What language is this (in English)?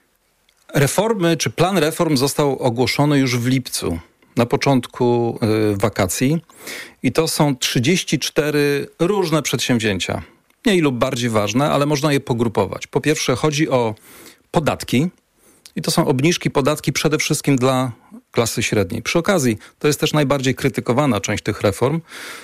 Polish